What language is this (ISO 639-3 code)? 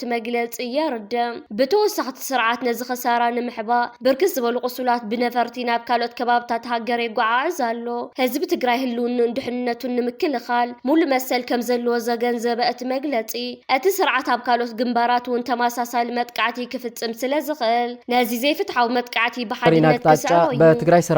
tir